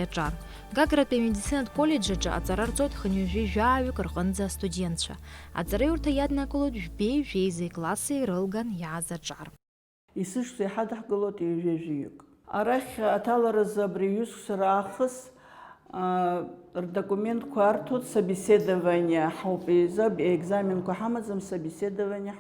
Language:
Abkhazian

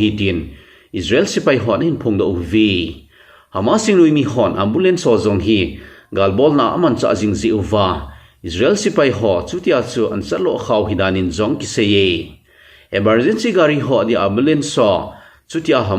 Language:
Thado Chin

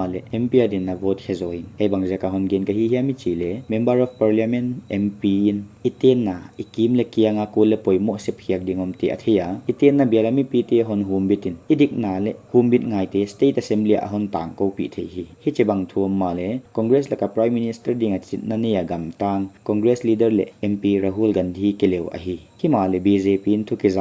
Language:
Paite Chin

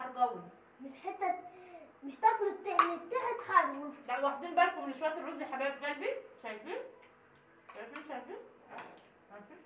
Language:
Egyptian Arabic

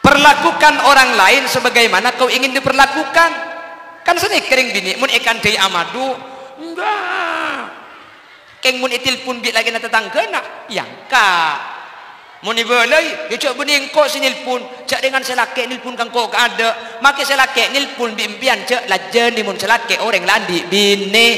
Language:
Madurese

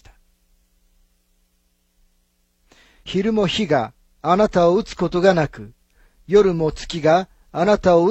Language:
Japanese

